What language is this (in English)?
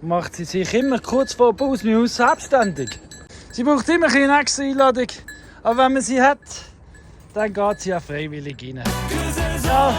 Swiss German